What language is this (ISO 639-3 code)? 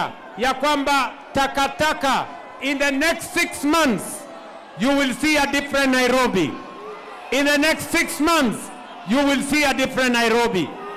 guz